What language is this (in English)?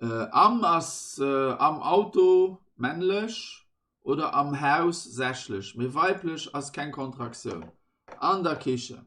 Luxembourgish